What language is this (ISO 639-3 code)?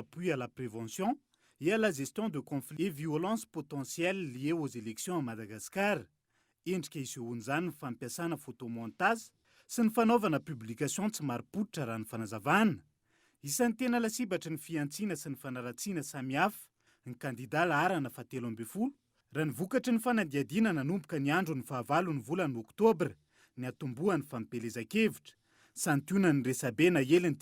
mlg